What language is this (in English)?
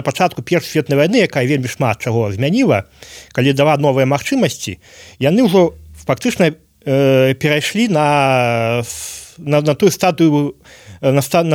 Belarusian